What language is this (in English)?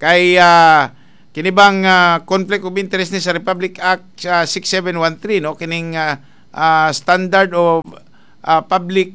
Cebuano